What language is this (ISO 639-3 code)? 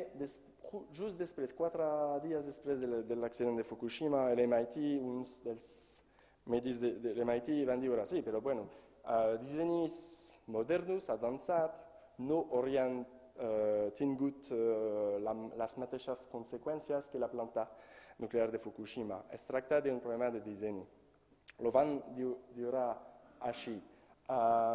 cat